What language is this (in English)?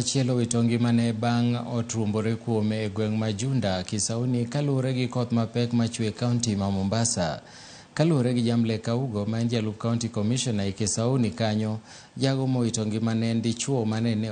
Luo (Kenya and Tanzania)